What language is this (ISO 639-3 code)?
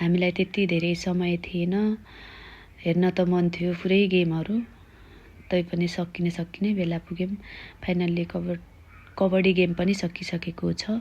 nep